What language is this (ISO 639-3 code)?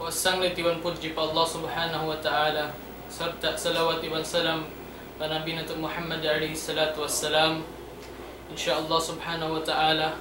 tsg